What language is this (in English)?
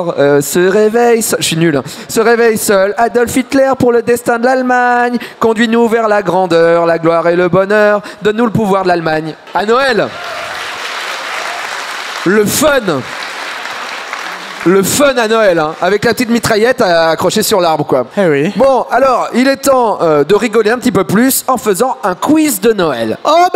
French